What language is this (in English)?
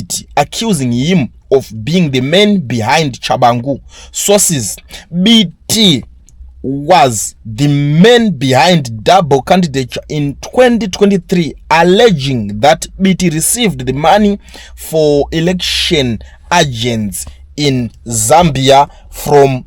Shona